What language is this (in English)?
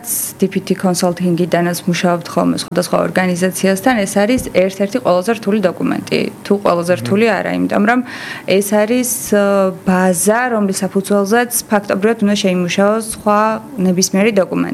Georgian